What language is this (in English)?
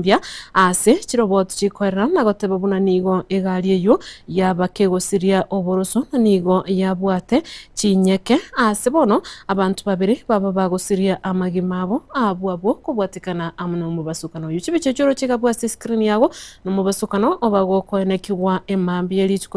Gusii